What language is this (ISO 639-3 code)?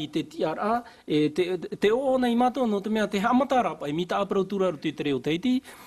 tah